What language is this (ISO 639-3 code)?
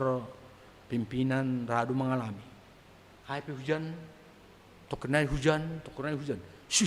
bts